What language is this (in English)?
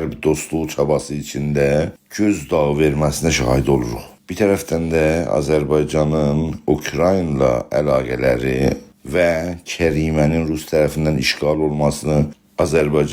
South Azerbaijani